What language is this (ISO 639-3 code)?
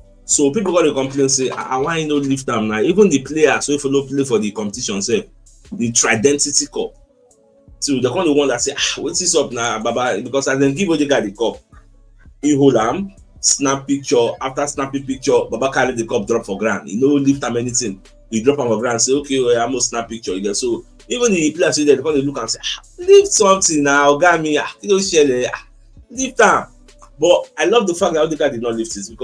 pcm